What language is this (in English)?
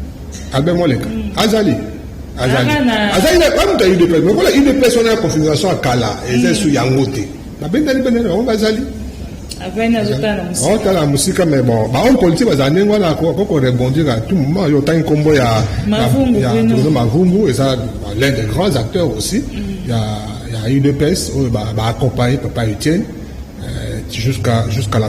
Lingala